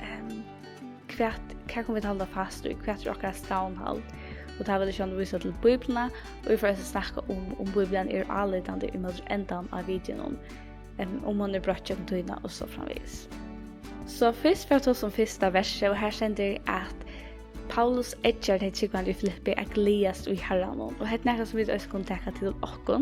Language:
Faroese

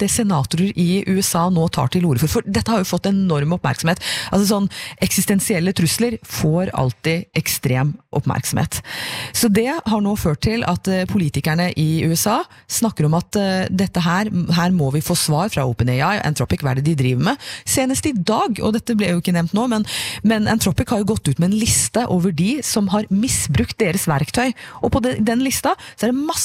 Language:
Norwegian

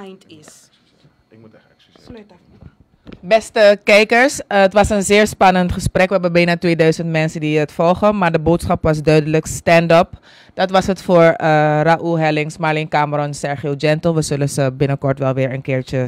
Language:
Dutch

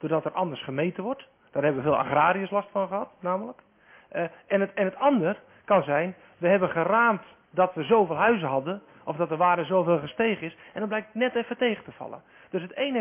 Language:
Dutch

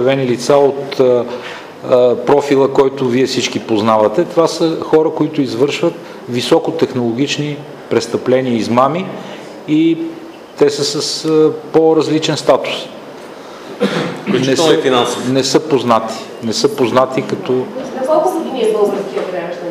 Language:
Bulgarian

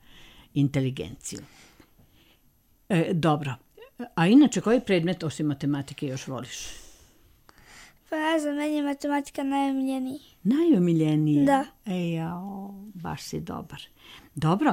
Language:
Serbian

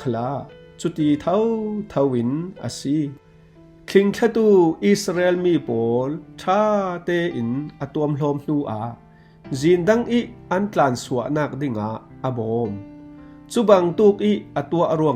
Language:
Falam Chin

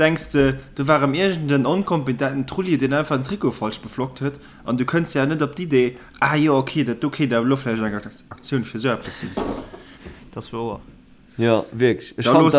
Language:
Luxembourgish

